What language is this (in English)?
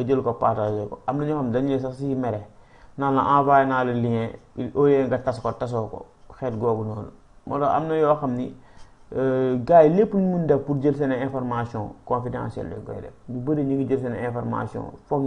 Wolof